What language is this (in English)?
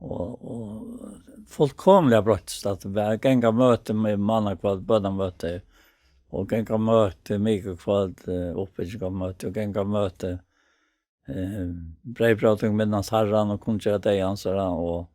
Faroese